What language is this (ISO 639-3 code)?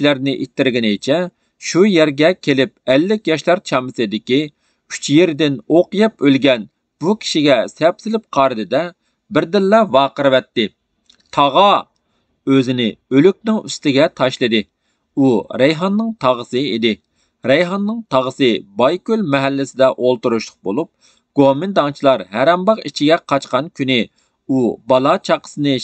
uig